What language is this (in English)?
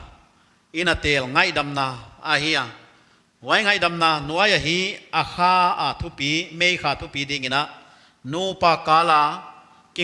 Paite Chin